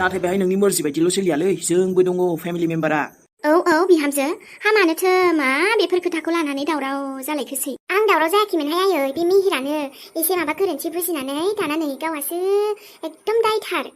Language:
Bodo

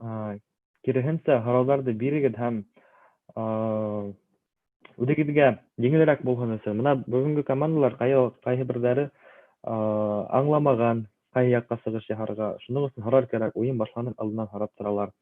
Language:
Bashkir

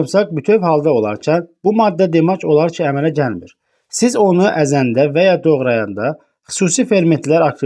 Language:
Azerbaijani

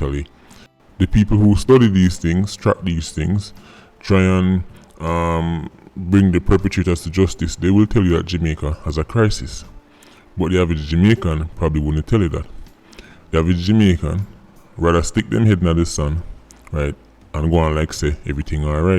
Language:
Jamaican Creole English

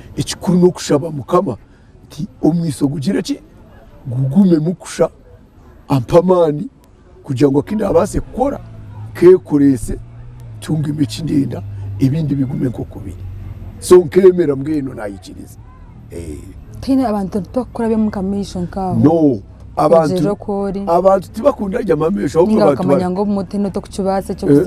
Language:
Nyankole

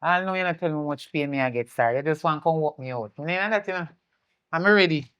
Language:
Jamaican Creole English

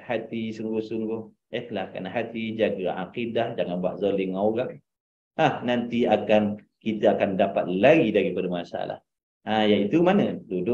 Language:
Malay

